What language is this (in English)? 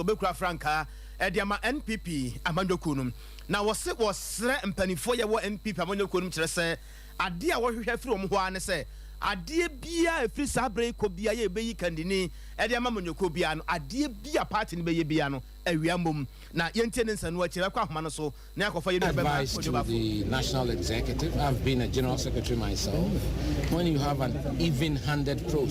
Akan